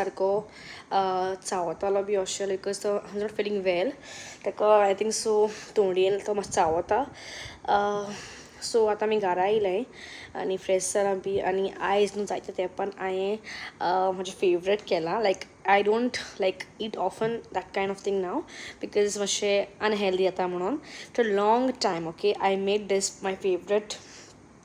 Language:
Konkani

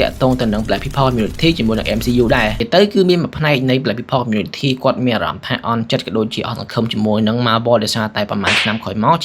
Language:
Khmer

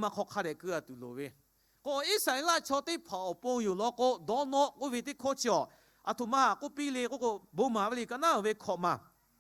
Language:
Lahu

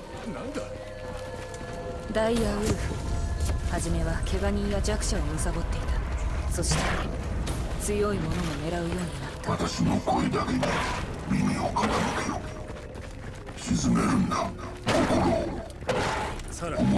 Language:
Japanese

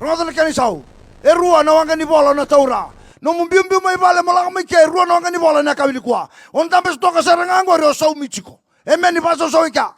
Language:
Fijian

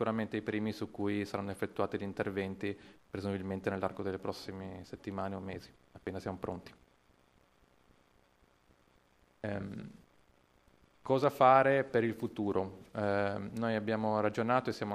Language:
Italian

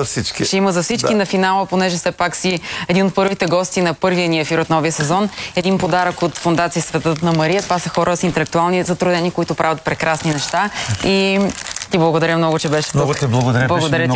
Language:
Bulgarian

